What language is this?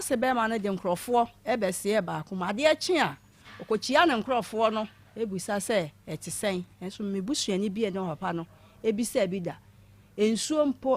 Akan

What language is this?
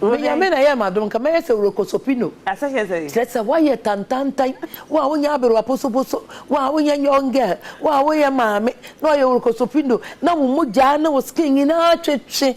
Akan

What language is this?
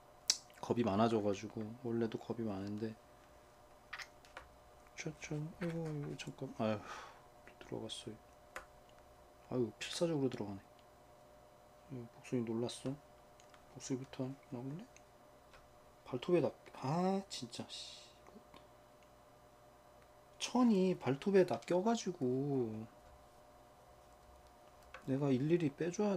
Korean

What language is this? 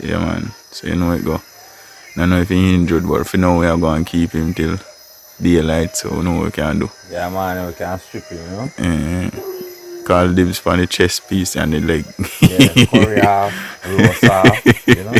Jamaican Creole English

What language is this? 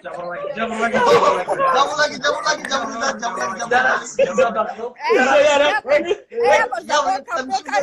Tajik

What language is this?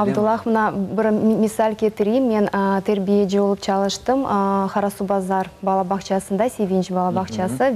Crimean Tatar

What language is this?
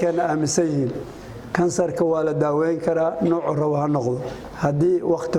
Somali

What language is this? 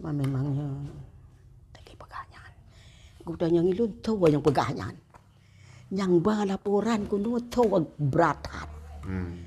Achinese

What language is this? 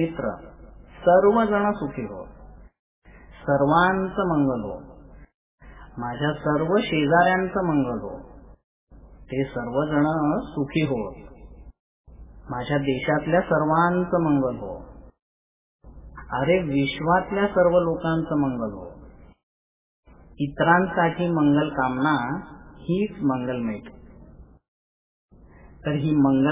Marathi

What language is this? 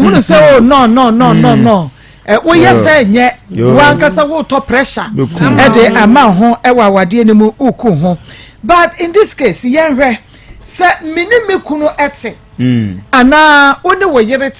Akan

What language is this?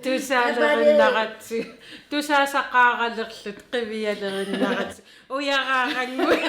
Kalaallisut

